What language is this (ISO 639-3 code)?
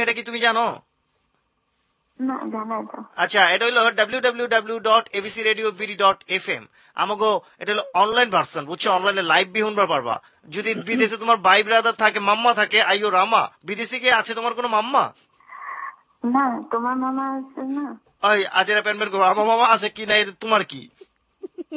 ben